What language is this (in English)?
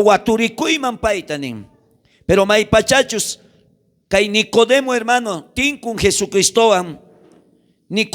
South Bolivian Quechua